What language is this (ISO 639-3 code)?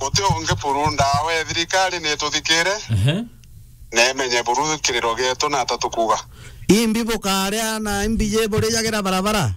mer